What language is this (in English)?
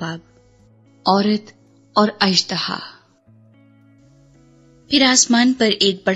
Urdu